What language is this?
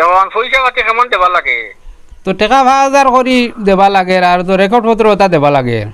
Sylheti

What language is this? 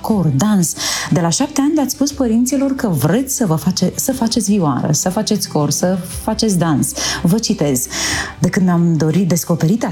Romanian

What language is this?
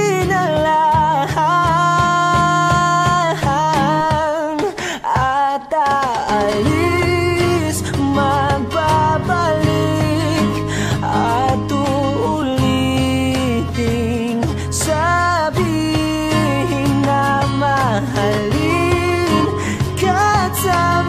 Filipino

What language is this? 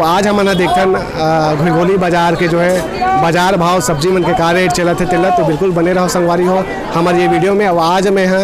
Chhattisgarhi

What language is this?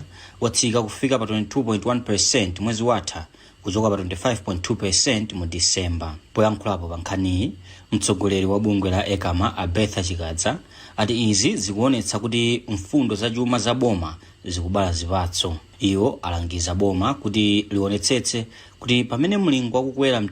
Nyanja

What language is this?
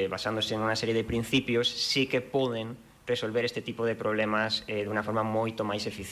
Galician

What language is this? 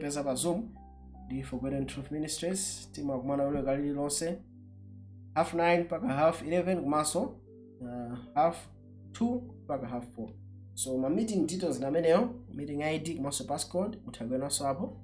Nyanja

